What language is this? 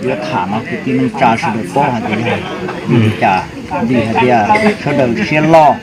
Hmong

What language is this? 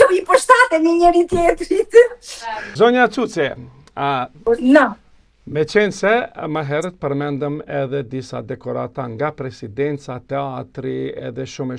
Albanian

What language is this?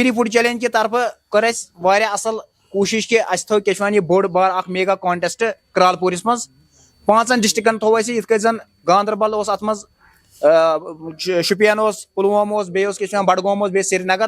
Kashmiri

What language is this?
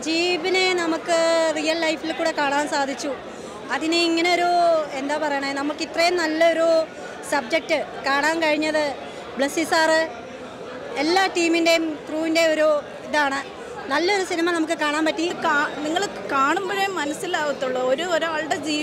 Malayalam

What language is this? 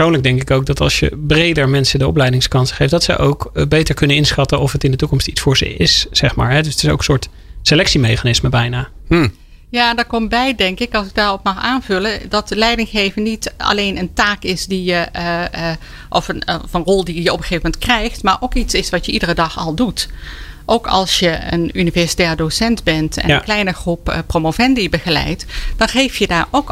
Dutch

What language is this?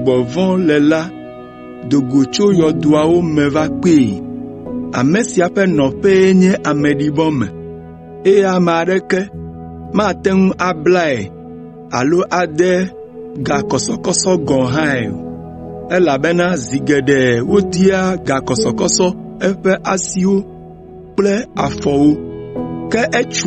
Ewe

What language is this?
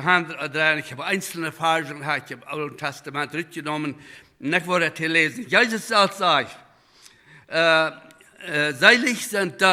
Plautdietsch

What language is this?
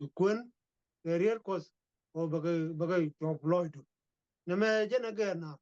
Nuer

